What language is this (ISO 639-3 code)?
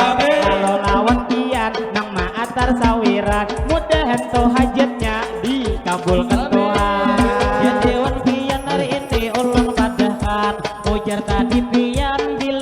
bjn